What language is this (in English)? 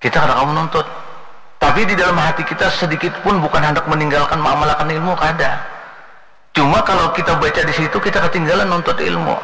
Banjar